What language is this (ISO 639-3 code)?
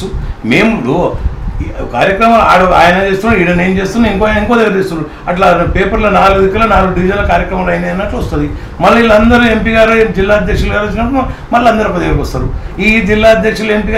tel